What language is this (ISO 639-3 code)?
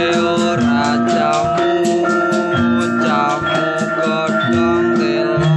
bjn